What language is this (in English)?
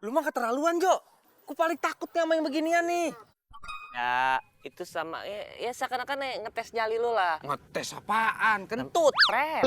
Betawi